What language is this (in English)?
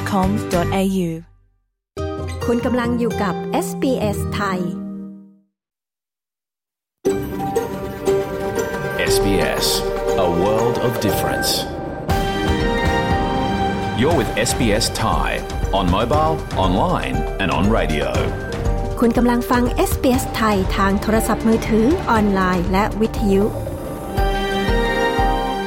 Thai